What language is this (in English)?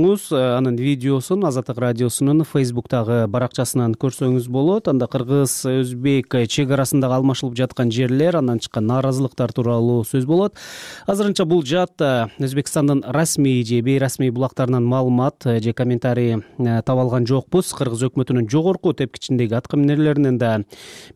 Kyrgyz